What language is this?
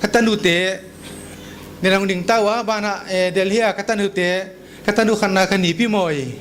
Paite Chin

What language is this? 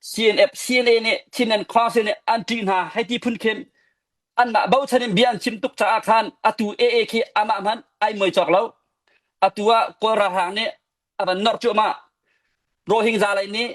Hakha Chin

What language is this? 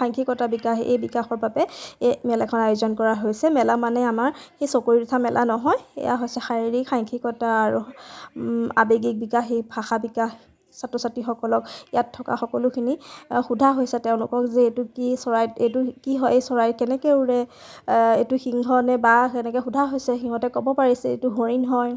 Assamese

